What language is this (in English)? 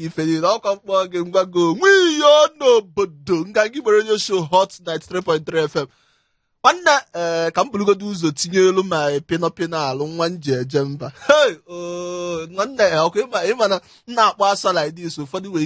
Igbo